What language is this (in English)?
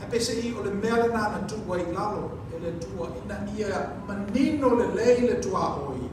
Samoan